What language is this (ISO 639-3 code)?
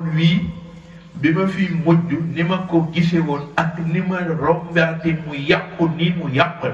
wol